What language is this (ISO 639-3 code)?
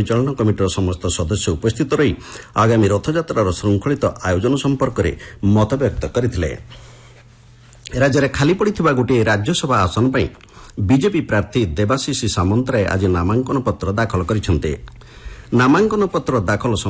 ori